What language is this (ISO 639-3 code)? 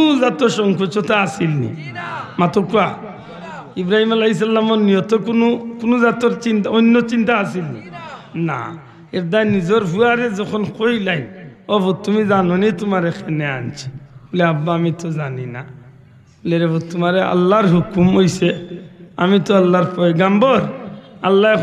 syl